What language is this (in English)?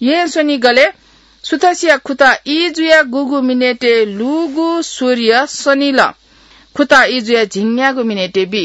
Newari